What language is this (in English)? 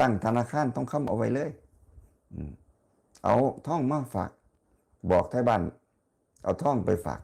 Northeastern Thai